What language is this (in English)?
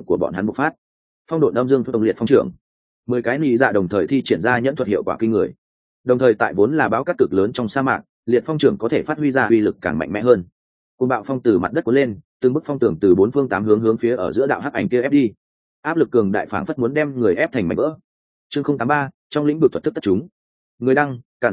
Vietnamese